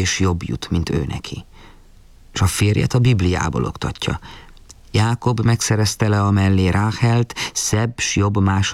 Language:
Hungarian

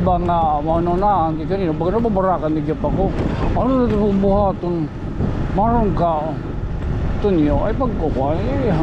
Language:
Waray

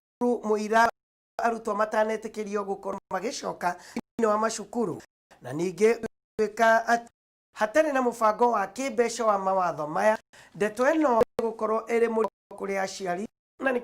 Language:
Kikuyu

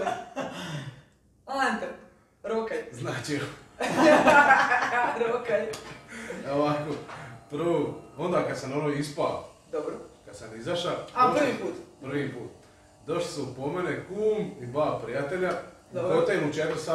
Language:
Croatian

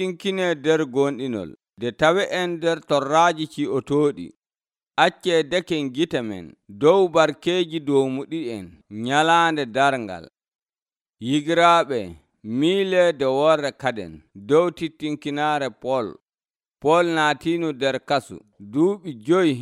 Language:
Nigerian Fulfulde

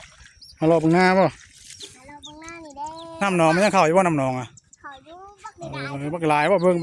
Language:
Northeastern Thai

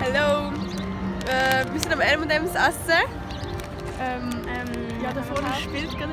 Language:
Swiss German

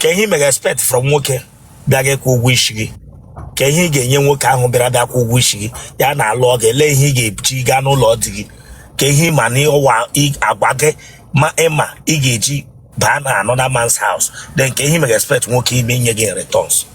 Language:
Igbo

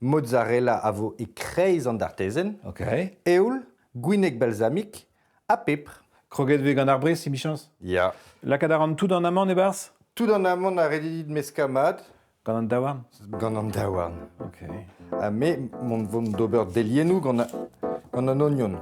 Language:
Breton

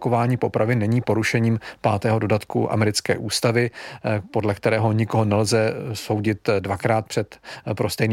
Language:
Czech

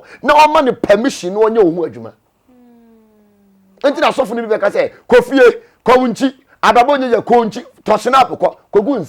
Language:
Akan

